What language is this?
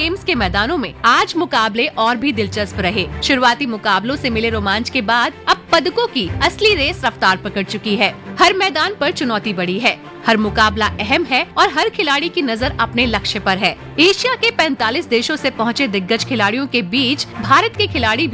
Hindi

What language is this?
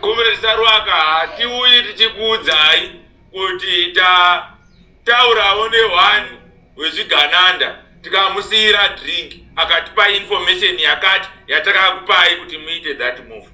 Shona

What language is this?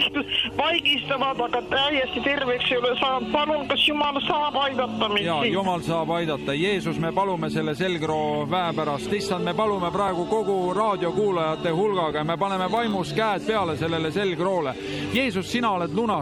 Estonian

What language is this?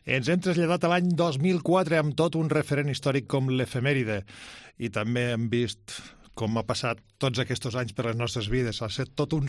Catalan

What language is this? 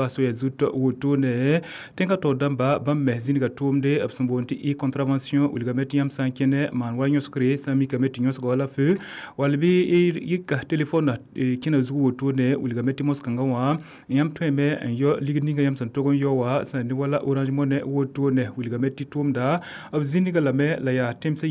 Mossi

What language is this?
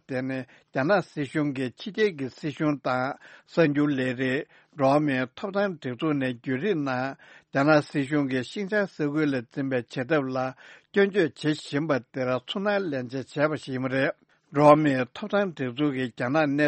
Tibetan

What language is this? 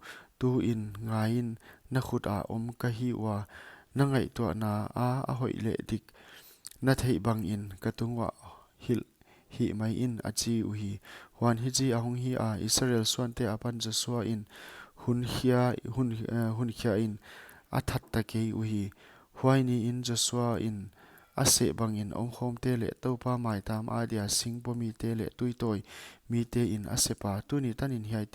Paite Chin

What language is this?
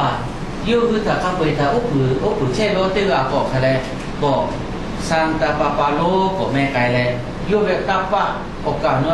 Lahu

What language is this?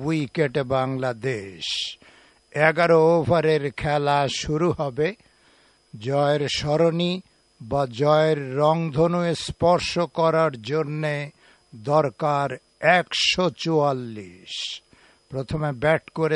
Bangla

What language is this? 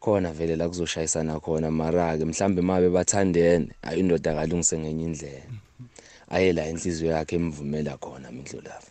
South Ndebele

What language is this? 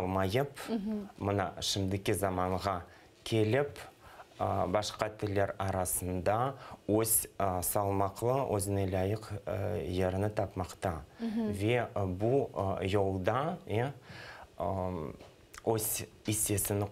Crimean Tatar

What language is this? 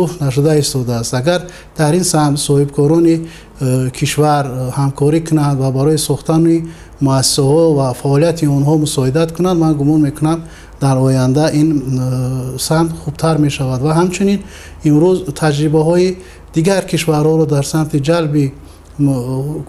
Tajik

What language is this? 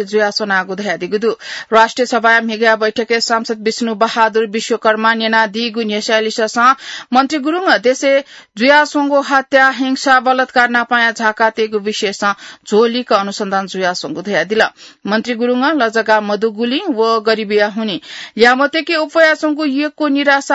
Newari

